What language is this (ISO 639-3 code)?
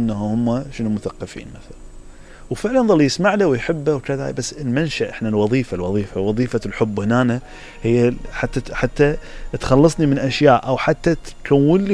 acm